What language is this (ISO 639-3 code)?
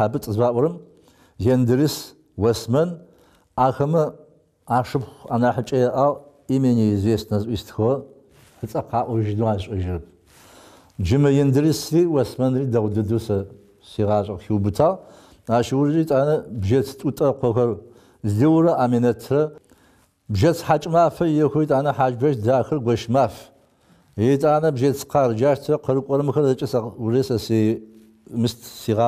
ady